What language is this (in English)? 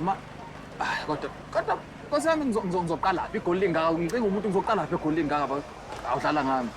Zulu